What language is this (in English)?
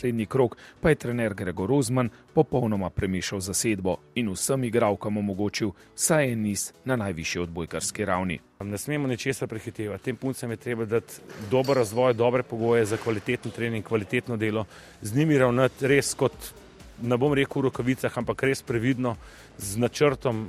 Slovenian